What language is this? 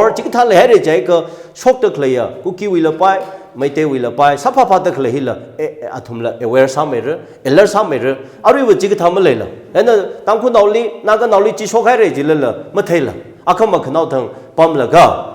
Tangkhul Naga (India)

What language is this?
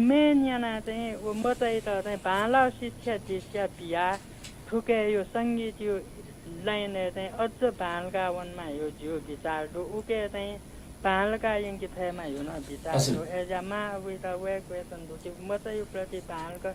Newari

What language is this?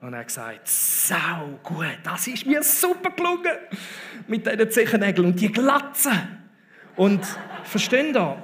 Swiss German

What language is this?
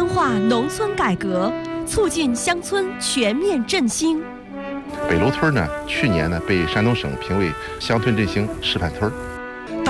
Chinese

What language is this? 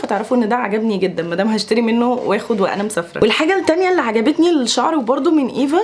Egyptian Arabic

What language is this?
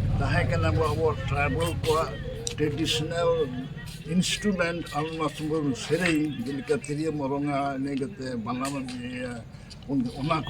Santali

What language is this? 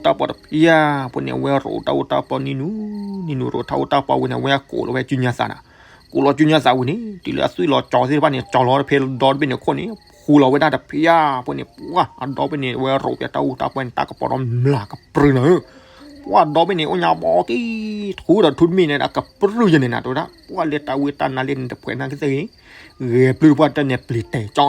S'gaw Karen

